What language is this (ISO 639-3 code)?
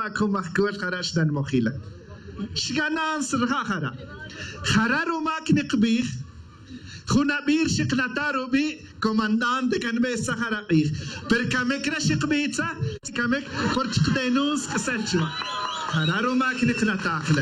tzj